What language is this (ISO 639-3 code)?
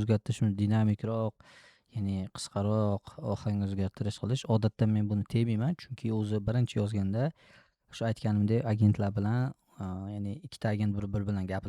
uzb